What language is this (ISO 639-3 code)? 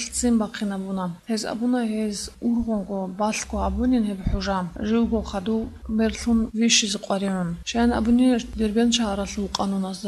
ava